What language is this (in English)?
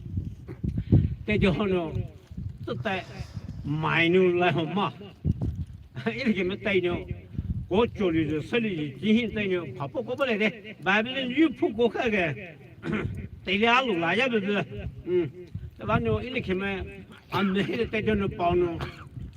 Poumei Naga